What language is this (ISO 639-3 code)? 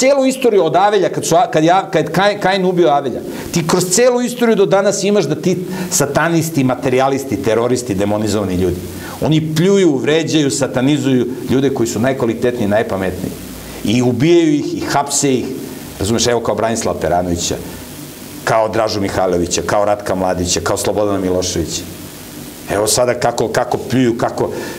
srp